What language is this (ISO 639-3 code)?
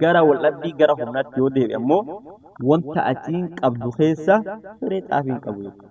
orm